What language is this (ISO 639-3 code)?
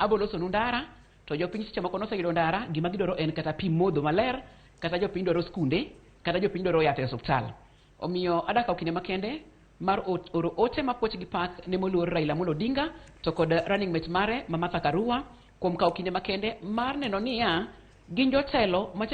luo